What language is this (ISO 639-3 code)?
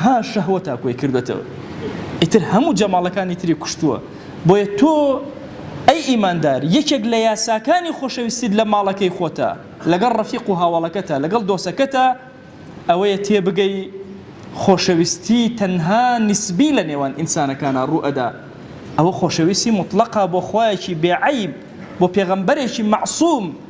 ckb